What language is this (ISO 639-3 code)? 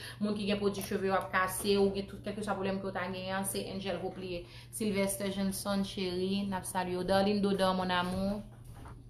hat